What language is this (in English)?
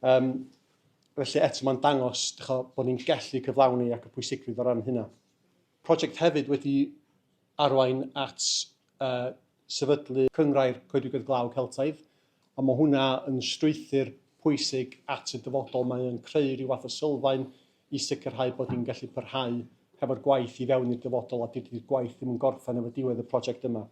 Welsh